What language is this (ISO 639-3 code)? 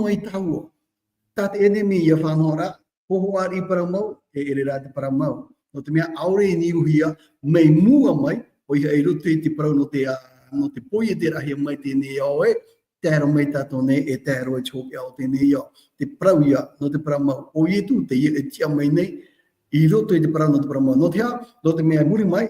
tah